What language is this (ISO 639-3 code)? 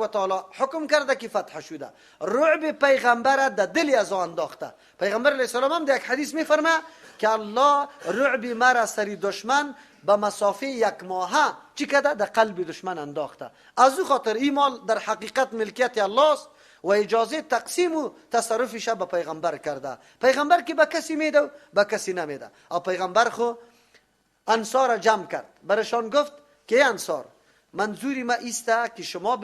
fas